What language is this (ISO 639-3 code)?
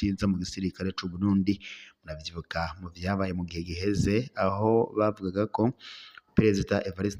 run